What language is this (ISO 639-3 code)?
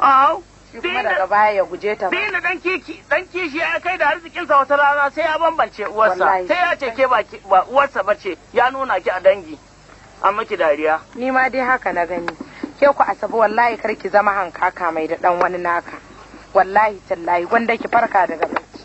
hau